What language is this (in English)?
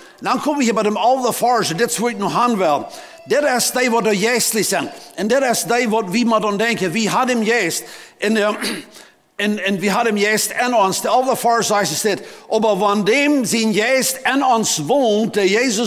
Plautdietsch